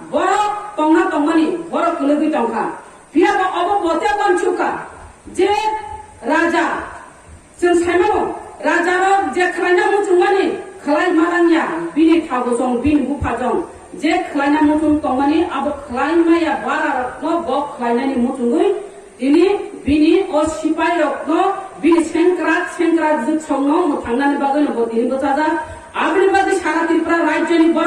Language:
Kok Borok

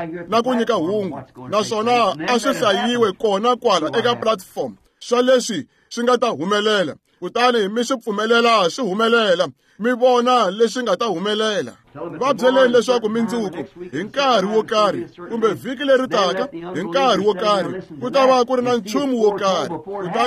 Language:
Tsonga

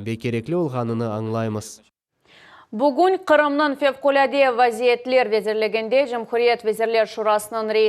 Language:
Crimean Tatar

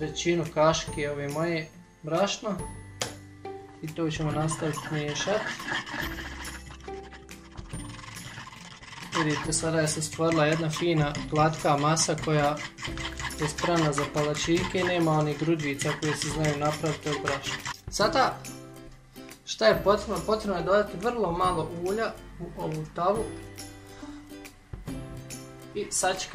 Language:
Bosnian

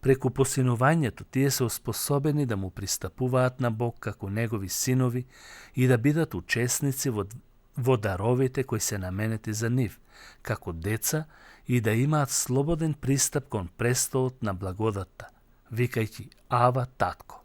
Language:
Macedonian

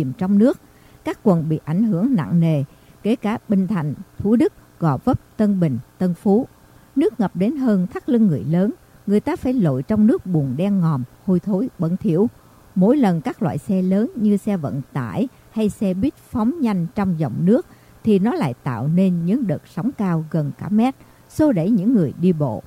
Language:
Vietnamese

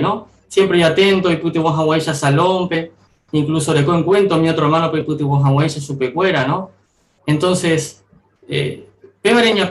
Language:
Guarani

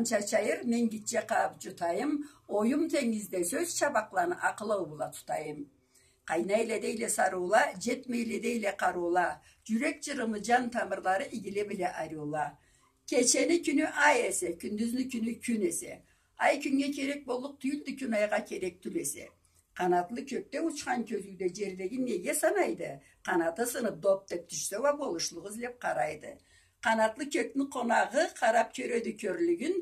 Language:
Karachay-Balkar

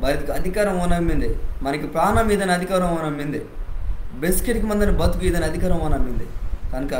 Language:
Koya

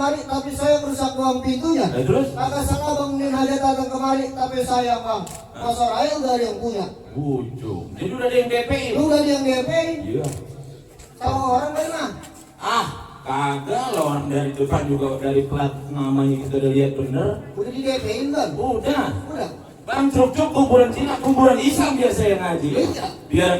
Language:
Betawi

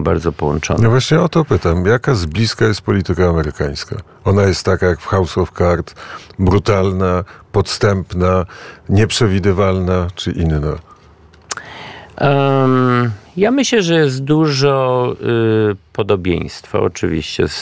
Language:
Polish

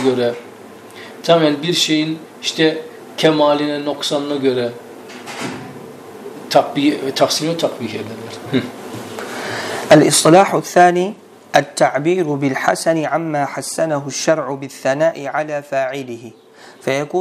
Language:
Turkish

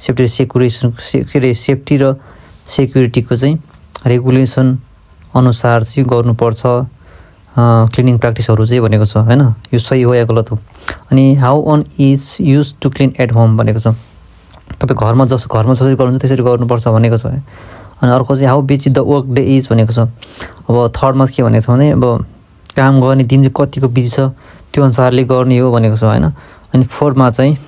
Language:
Nepali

